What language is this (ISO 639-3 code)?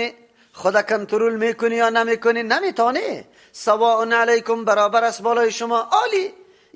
fas